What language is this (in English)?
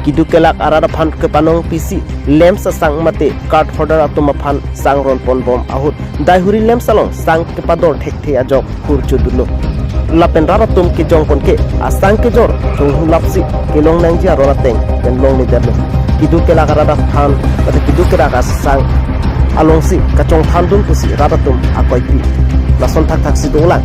Karbi